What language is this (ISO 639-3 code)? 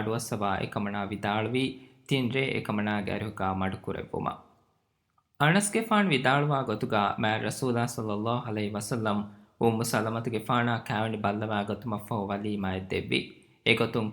div